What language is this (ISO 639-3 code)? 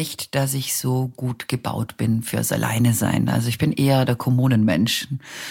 deu